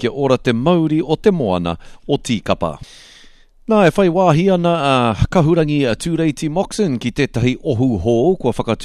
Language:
Māori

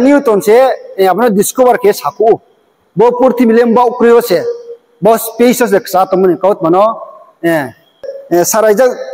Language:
Riang (India)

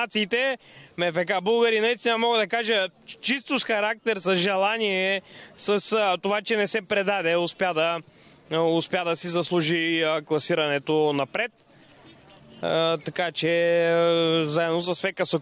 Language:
Bulgarian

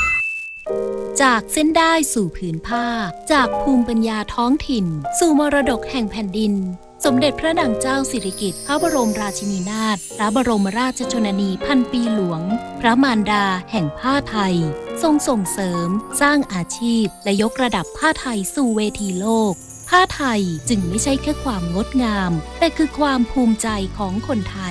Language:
Thai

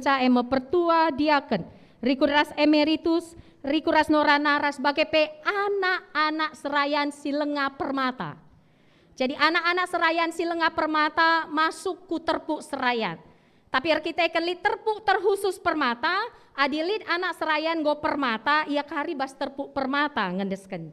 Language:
Batak Karo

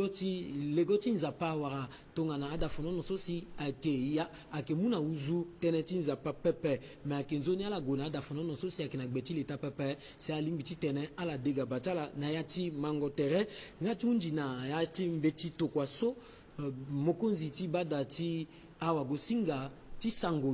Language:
Sango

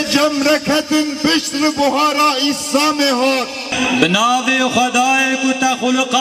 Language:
Kurdish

